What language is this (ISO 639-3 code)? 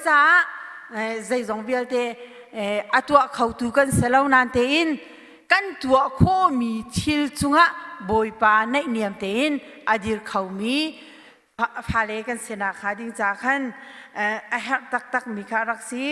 cnh